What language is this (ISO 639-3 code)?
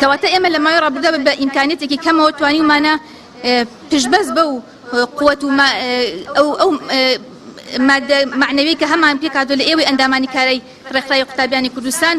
ckb